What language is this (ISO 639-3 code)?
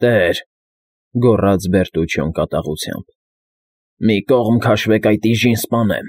hye